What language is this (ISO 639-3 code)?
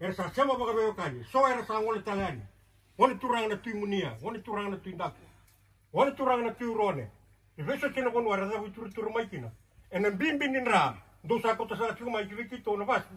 fij